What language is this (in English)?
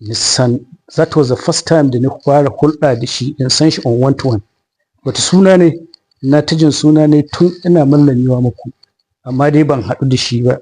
Hausa